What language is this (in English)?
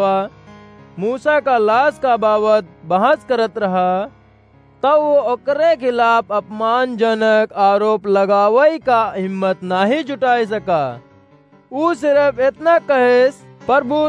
Awadhi